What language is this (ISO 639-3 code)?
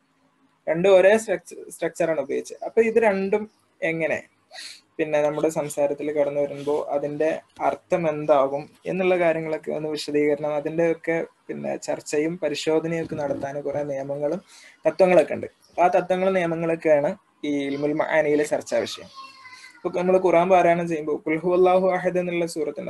mal